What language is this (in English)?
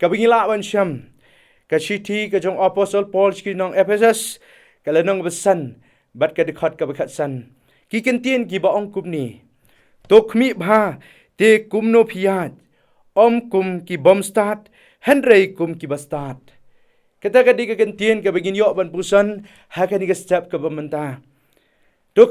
Khasi